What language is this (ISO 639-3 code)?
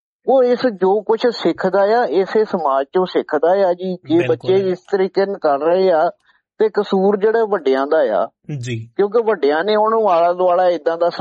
pan